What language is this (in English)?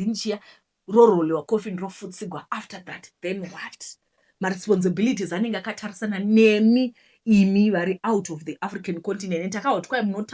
Shona